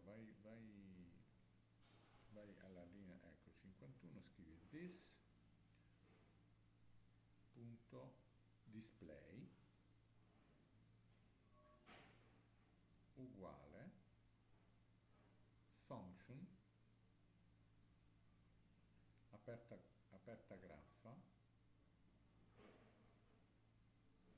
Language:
Italian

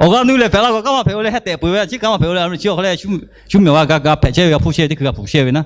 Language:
Lahu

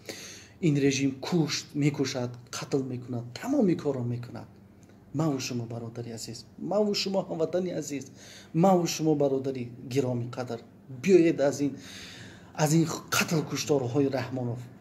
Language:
Tajik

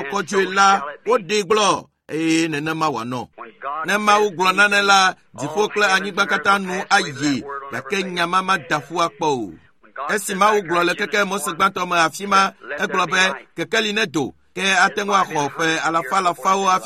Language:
Ewe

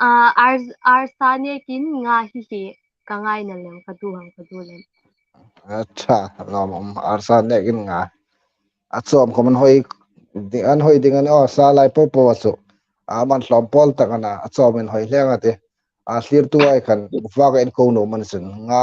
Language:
Hmar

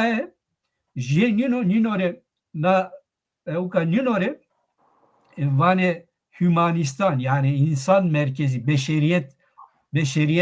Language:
Zaza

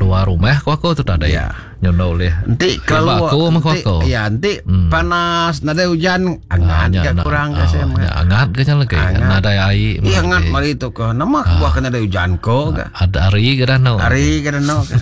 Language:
Iban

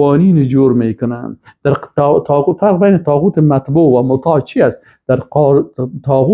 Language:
Persian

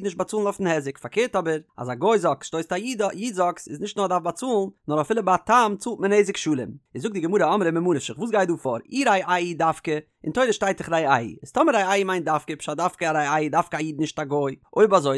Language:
Yiddish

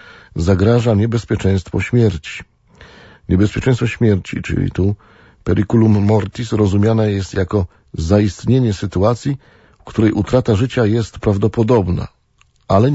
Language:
Polish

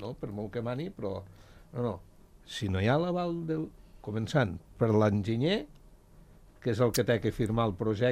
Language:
Catalan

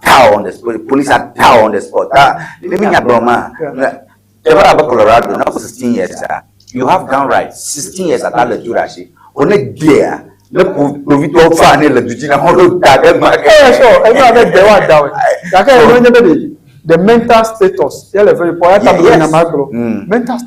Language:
Ewe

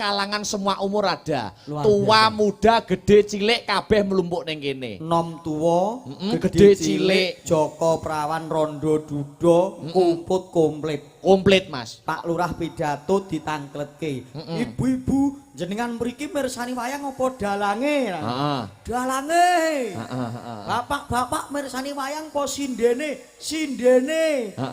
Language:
Javanese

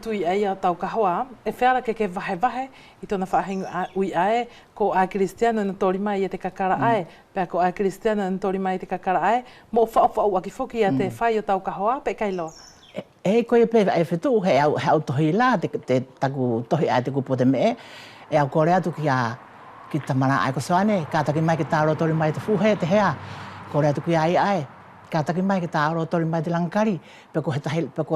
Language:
Wallisian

